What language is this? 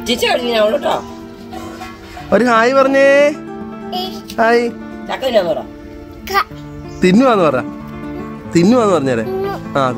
Malayalam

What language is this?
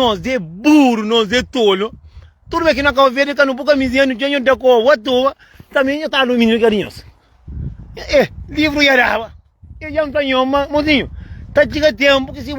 Kabuverdianu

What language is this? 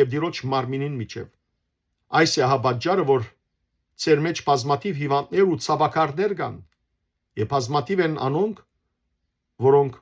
Western Armenian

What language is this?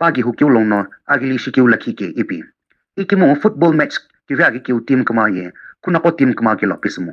Sumi Naga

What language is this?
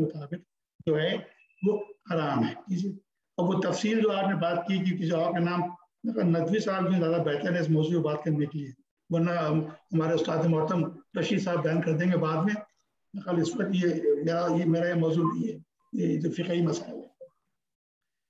Urdu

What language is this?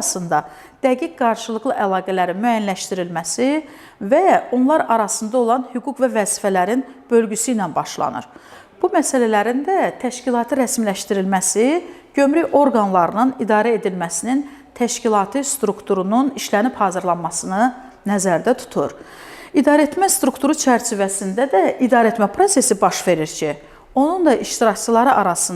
Azerbaijani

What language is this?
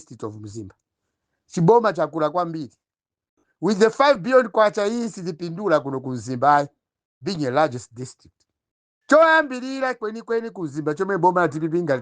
Nyanja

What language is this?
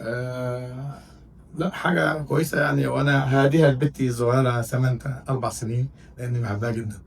Egyptian Arabic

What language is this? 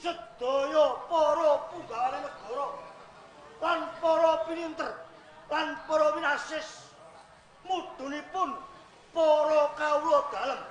Javanese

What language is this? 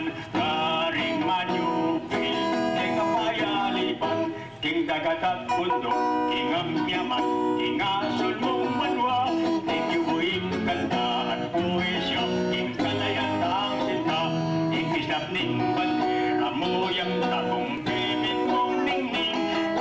Pampanga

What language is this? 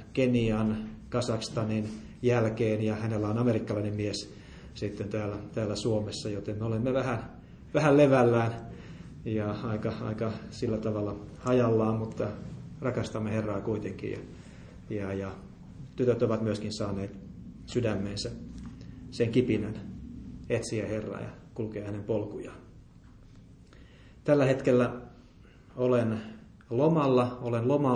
Finnish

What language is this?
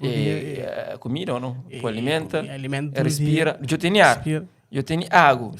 Kabuverdianu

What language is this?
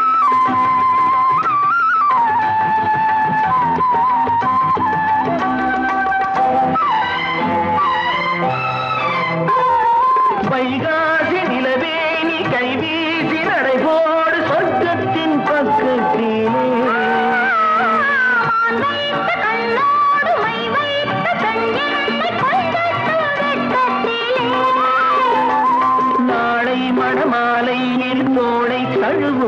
Tamil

